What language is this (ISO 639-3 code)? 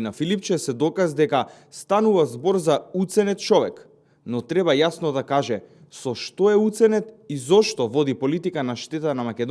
mkd